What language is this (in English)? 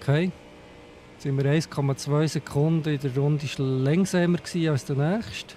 Swiss German